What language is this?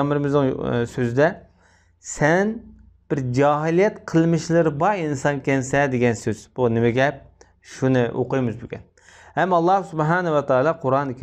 Uyghur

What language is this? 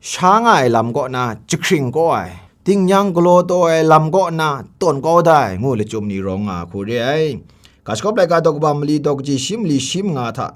Kachin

